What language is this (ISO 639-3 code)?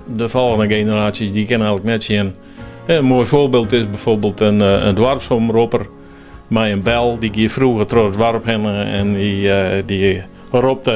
fry